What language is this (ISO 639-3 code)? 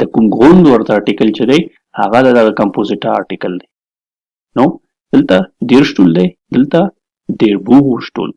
pus